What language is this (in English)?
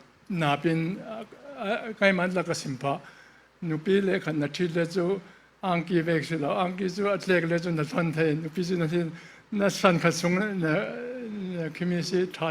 Falam Chin